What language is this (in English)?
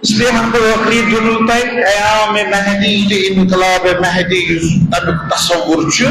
Kashmiri